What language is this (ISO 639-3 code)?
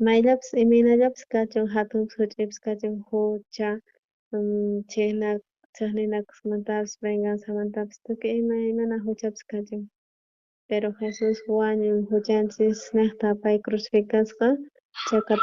quh